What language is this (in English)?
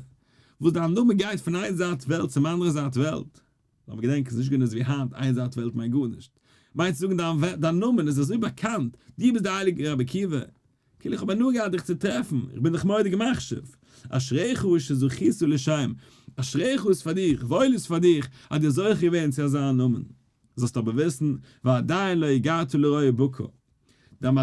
Yiddish